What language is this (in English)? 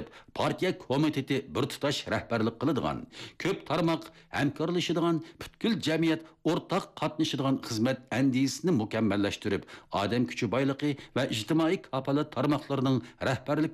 Uyghur